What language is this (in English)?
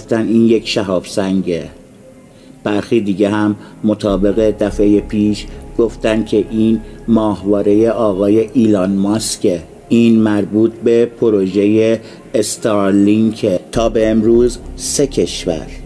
Persian